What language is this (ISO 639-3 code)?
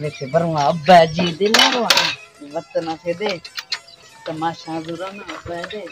skr